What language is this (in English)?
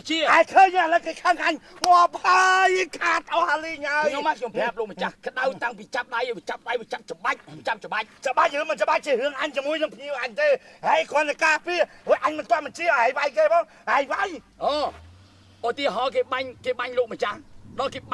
Khmer